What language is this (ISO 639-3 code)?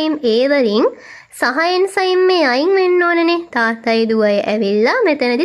sin